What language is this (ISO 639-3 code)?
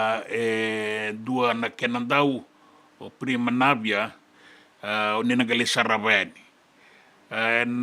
fij